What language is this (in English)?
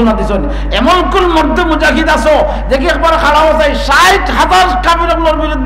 Sylheti